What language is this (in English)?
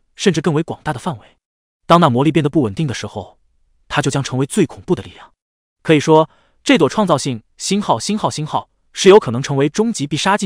Chinese